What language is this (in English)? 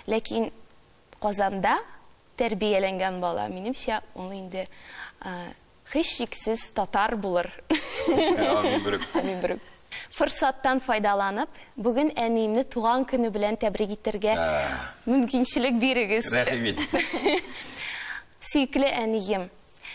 Tatar